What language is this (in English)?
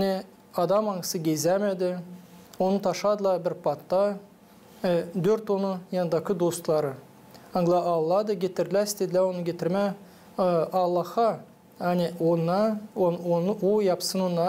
Gagauz